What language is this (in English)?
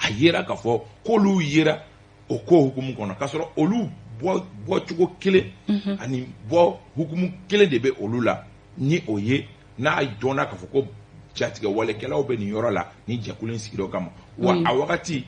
Bambara